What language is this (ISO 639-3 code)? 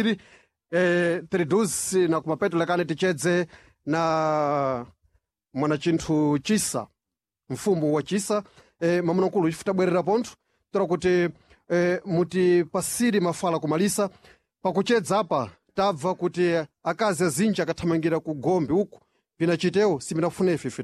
seh